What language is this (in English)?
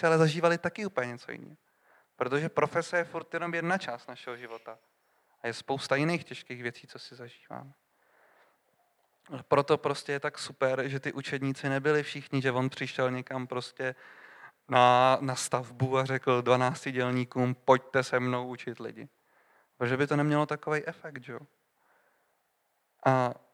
Czech